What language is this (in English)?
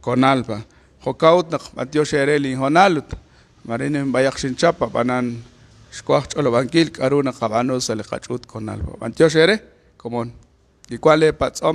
Kekchí